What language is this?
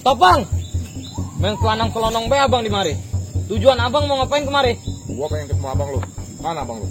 Betawi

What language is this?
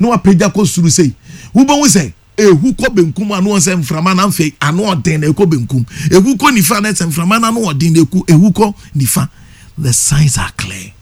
Akan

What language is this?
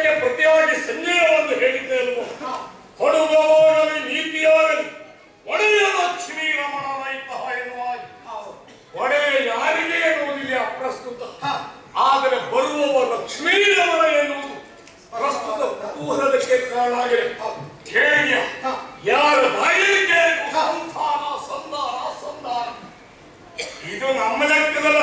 Kannada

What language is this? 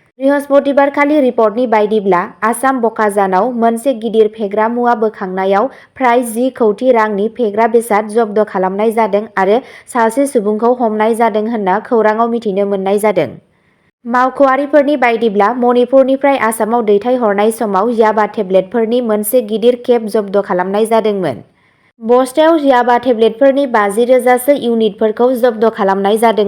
Bodo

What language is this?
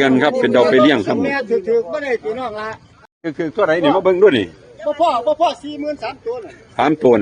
Northeastern Thai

